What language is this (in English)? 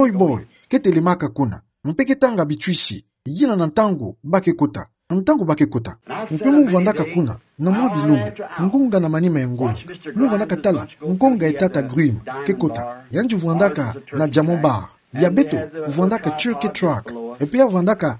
Kituba (Democratic Republic of Congo)